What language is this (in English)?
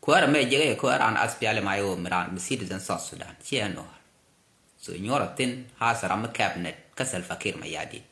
Nuer